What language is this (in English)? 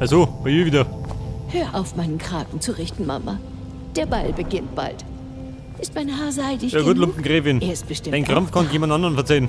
Bavarian